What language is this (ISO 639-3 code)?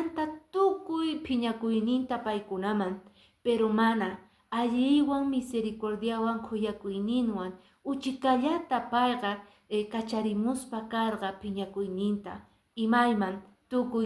que